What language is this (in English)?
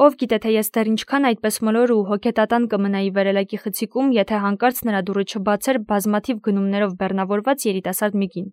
Armenian